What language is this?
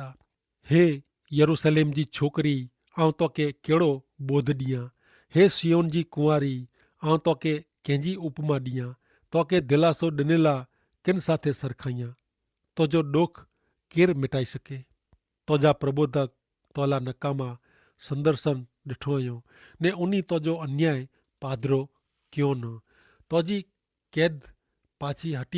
Kachhi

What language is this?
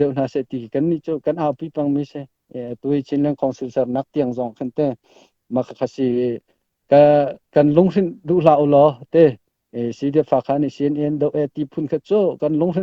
Falam Chin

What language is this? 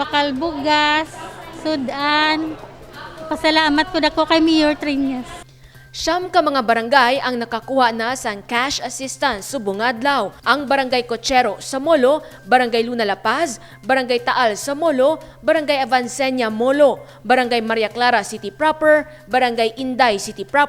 Hiligaynon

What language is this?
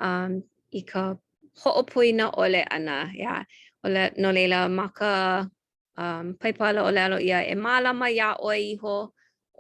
Hawaiian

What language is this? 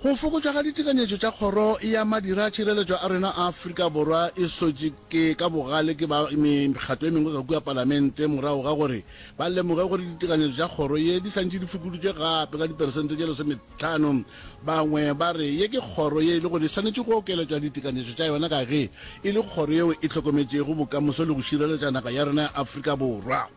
Northern Sotho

